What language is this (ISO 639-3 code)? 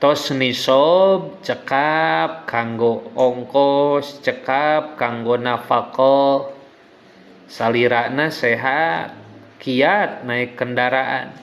sun